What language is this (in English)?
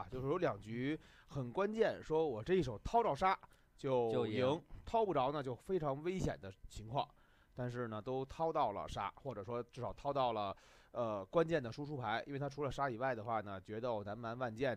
Chinese